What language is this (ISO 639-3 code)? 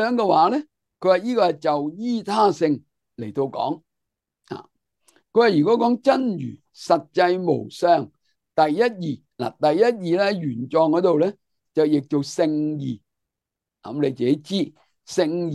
yue